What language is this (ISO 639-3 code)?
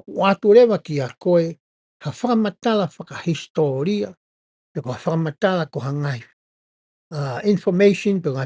ton